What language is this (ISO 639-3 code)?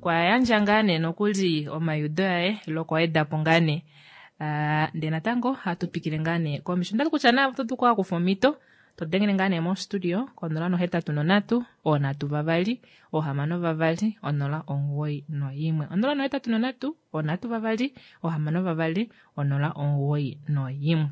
kua